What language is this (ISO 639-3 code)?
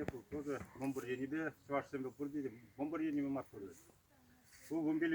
chv